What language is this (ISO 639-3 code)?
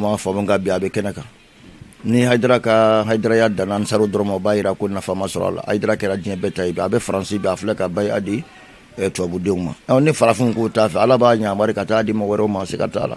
bam